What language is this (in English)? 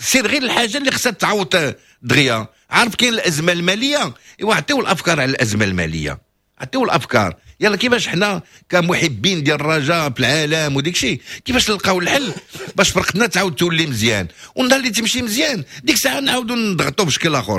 Moroccan Arabic